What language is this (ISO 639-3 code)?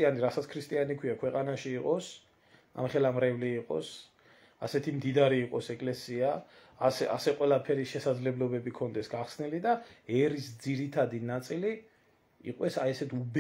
kat